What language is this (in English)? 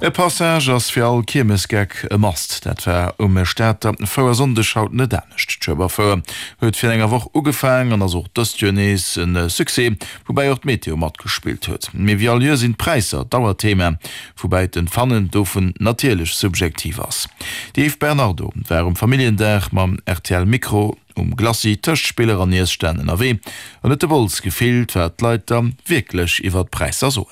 Luxembourgish